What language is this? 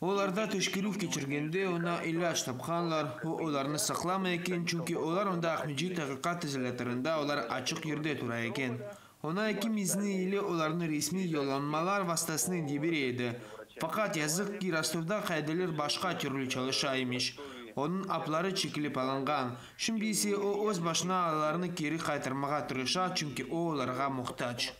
Crimean Tatar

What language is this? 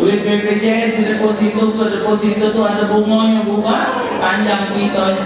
Musi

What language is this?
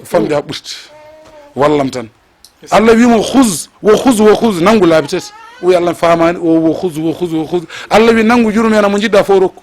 Fula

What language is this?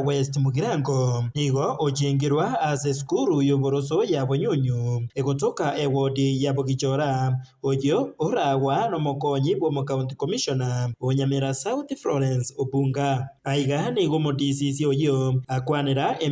Gusii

